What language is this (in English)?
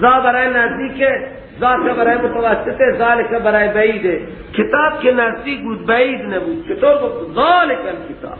Persian